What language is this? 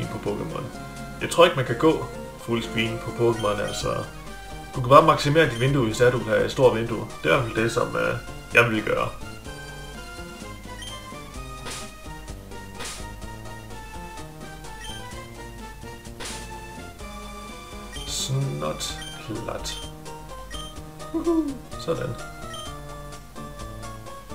Danish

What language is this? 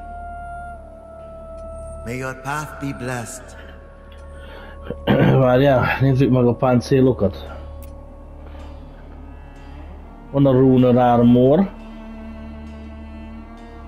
Hungarian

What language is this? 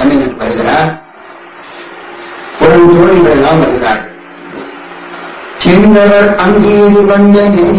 Tamil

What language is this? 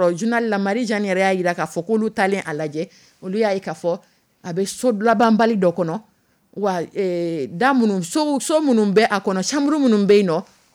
Dyula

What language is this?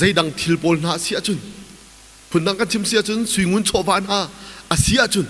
Hakha Chin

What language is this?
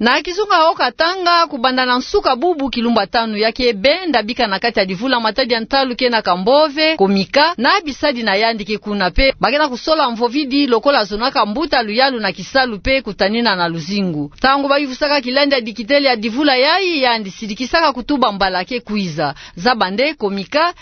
Kituba (Democratic Republic of Congo)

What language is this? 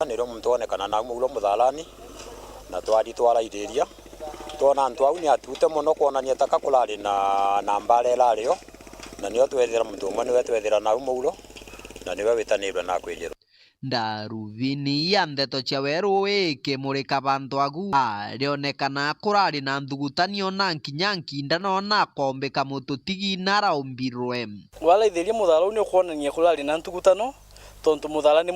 Meru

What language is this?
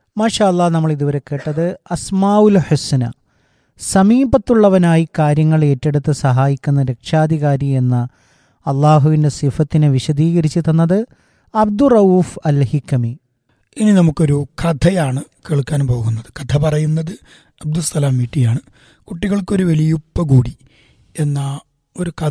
Malayalam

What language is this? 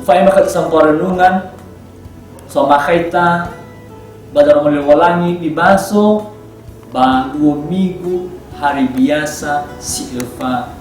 Nias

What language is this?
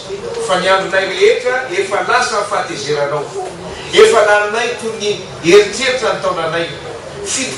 Malagasy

